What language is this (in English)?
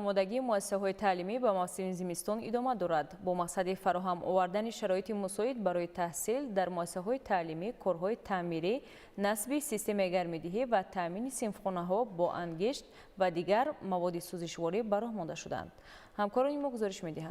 Tajik